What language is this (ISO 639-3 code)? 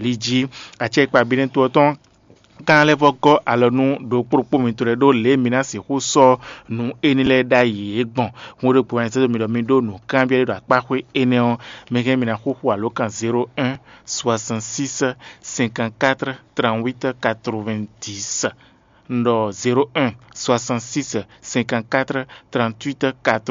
fon